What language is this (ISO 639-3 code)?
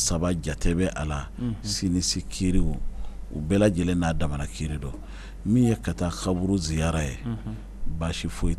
bam